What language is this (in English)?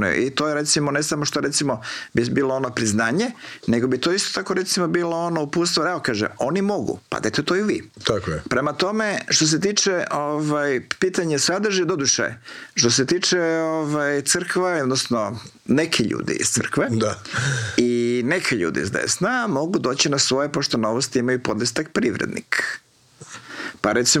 Croatian